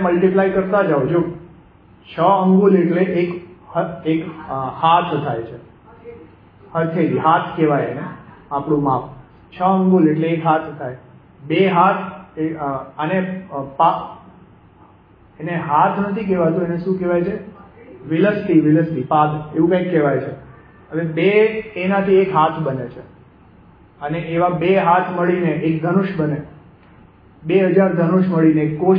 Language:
Gujarati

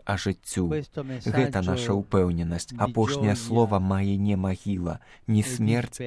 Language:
Belarusian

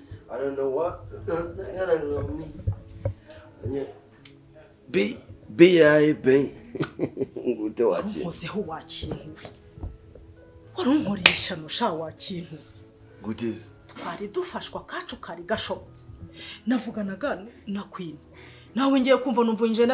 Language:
Kinyarwanda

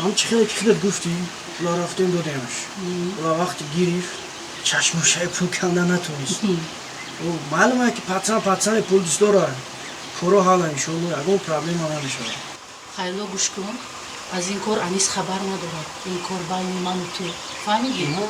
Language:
Tajik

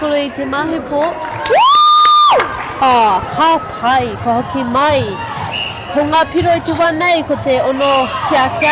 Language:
Māori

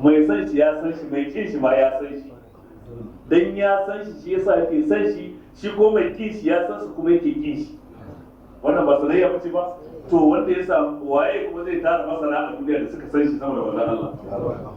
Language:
Hausa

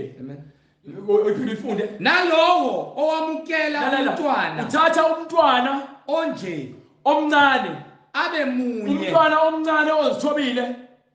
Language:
Zulu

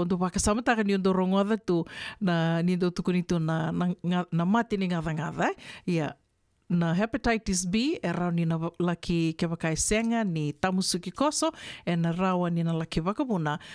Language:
Fijian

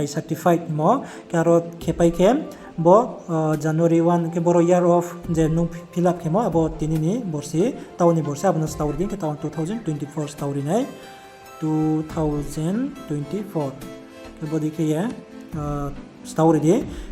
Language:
Riang (India)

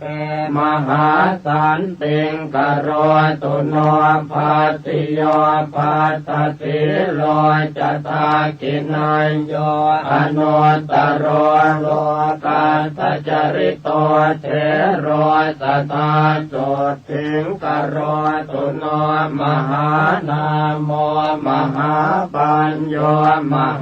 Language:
Pali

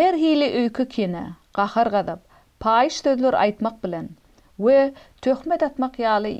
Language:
Turkmen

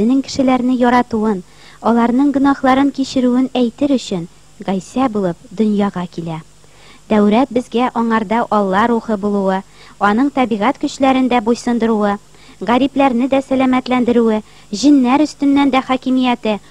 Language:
Tatar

